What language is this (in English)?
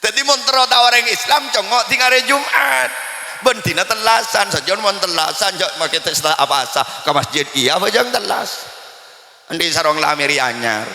Madurese